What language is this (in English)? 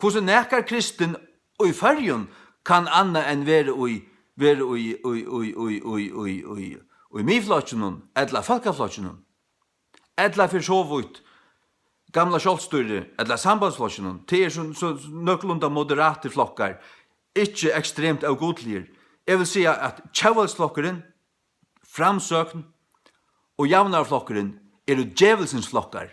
Faroese